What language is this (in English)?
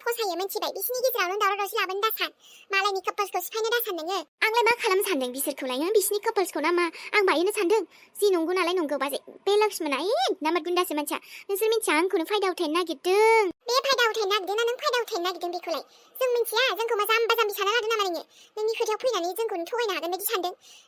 Bodo